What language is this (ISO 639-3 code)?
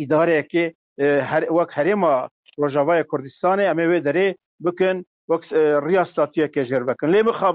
kur